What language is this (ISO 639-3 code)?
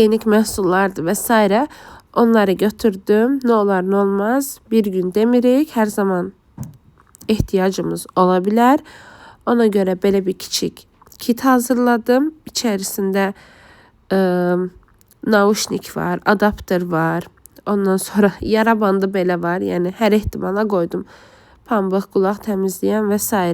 aze